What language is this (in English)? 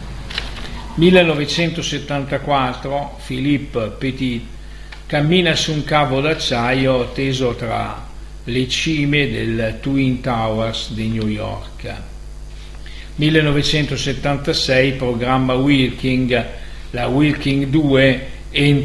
Italian